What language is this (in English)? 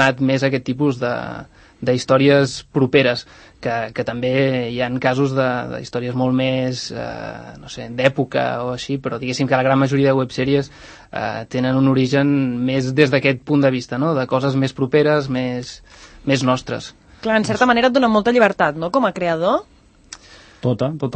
Catalan